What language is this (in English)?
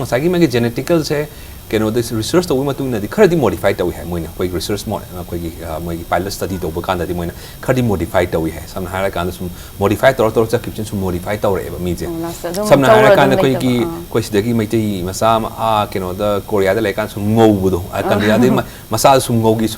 Manipuri